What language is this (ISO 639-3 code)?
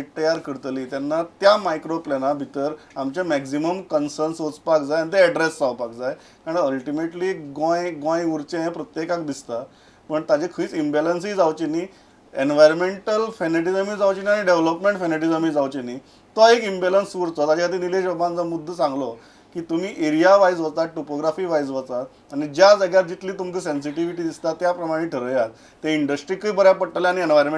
kok